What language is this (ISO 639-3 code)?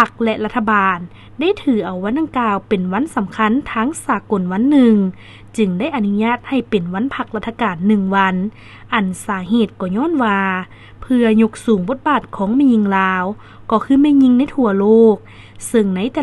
lao